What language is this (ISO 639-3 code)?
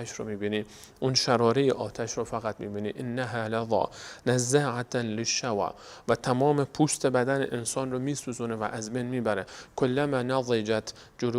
fas